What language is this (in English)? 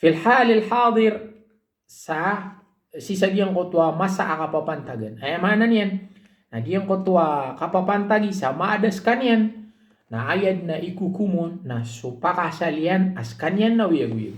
Maranao